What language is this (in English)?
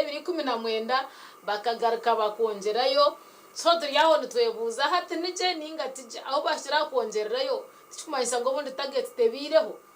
Nyankole